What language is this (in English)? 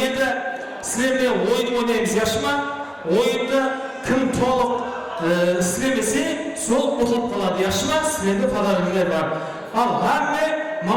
Kara-Kalpak